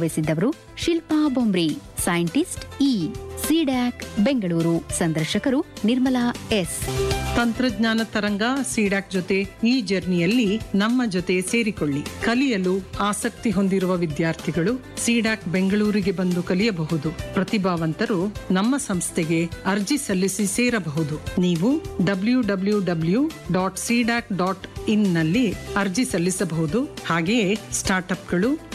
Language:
Kannada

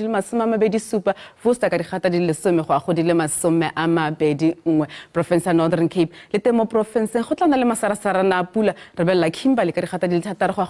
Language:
Tswana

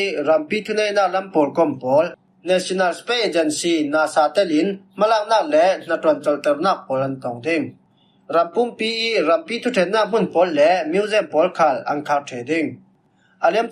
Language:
Falam Chin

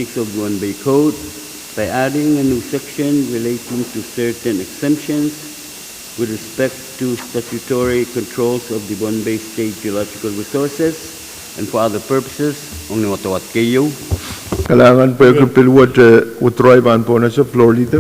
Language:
Pohnpeian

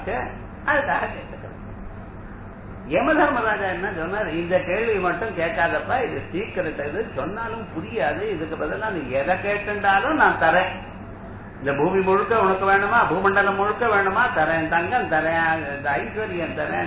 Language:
Tamil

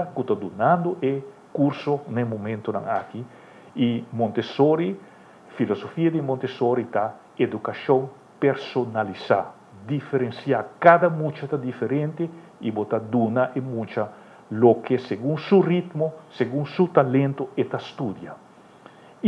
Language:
Papiamento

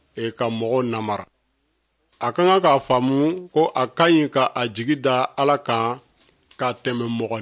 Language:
Dyula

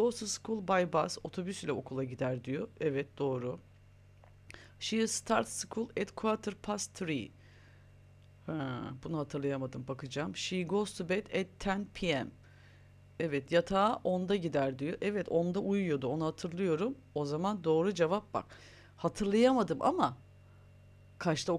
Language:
Turkish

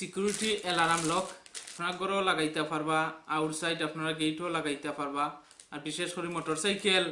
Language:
Sylheti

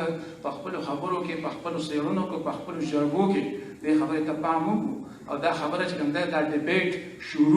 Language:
Pashto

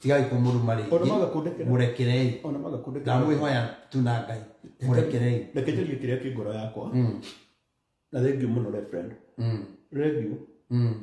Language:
Kikuyu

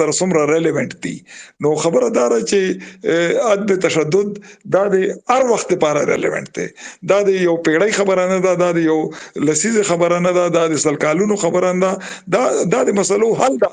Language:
Pashto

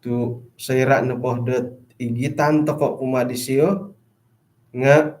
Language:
Central Dusun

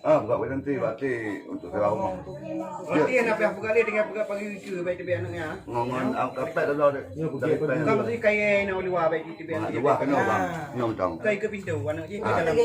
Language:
Achinese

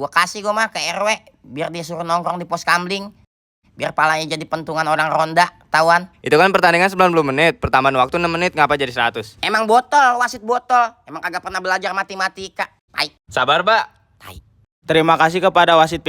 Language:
Betawi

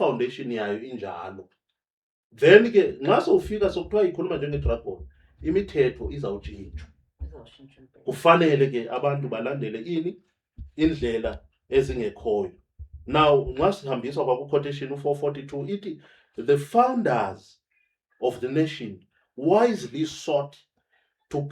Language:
Zulu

